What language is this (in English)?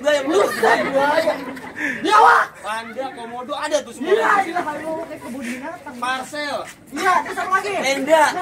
Betawi